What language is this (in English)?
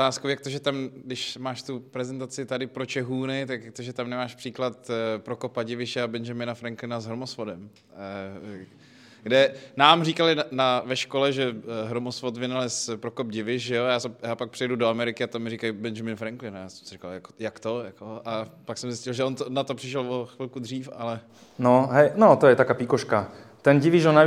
Slovak